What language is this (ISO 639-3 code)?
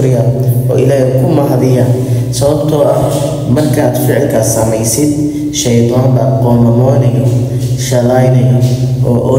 som